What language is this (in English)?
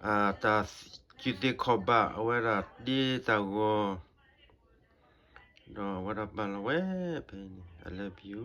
S'gaw Karen